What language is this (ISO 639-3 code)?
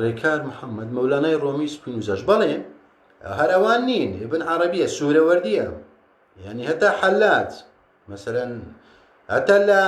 ckb